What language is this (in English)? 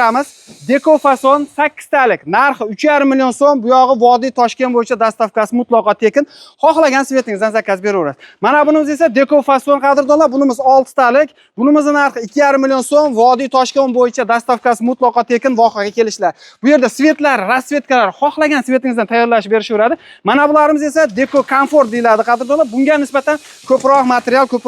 Uzbek